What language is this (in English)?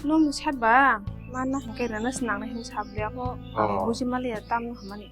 Kok Borok